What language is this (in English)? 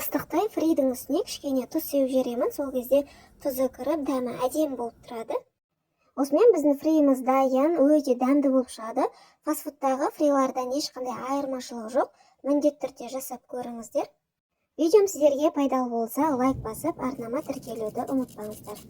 Kazakh